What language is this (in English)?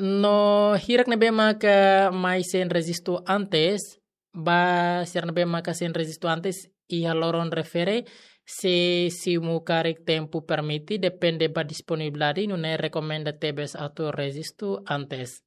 Tetum